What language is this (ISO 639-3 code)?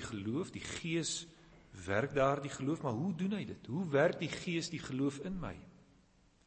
afr